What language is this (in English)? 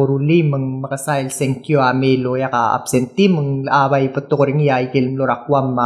Palauan